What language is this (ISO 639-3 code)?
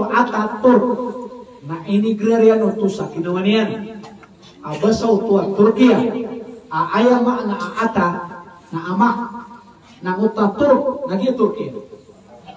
mrw